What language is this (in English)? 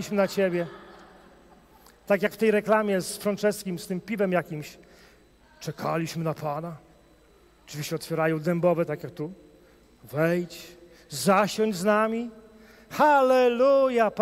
Polish